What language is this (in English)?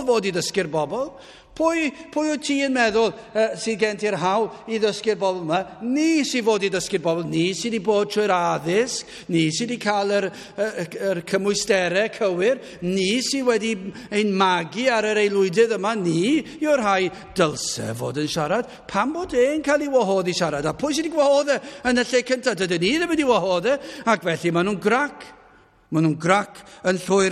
Welsh